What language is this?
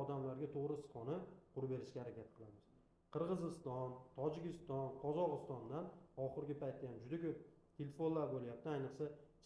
Uzbek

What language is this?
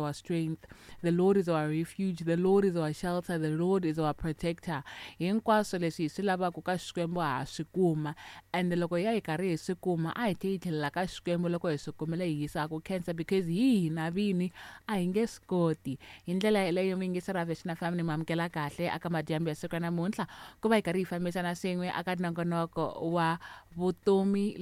Tsonga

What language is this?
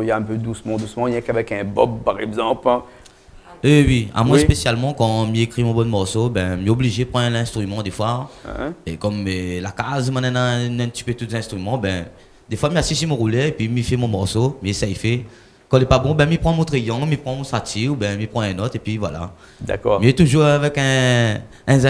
Réunion Creole French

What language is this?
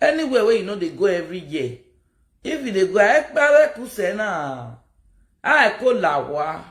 Nigerian Pidgin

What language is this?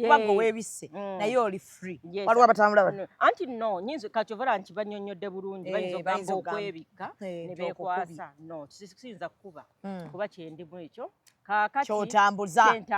Ganda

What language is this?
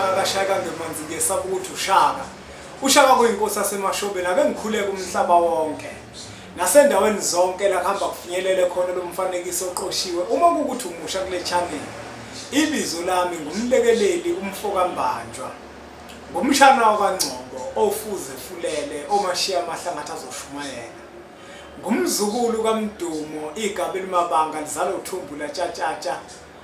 Zulu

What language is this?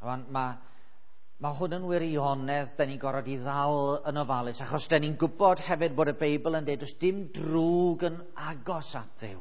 Welsh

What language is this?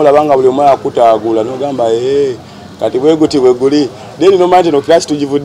Ganda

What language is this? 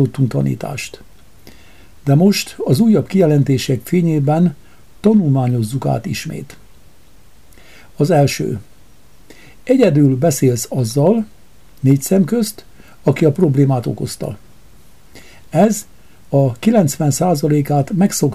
Hungarian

